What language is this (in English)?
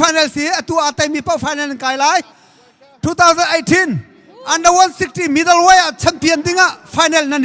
Hakha Chin